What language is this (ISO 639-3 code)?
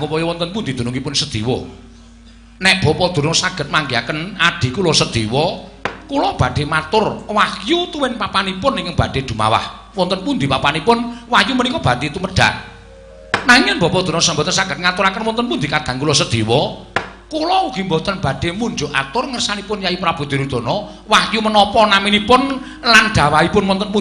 jav